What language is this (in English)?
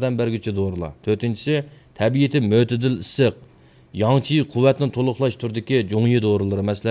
Uyghur